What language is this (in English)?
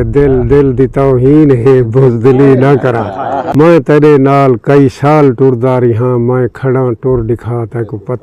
Saraiki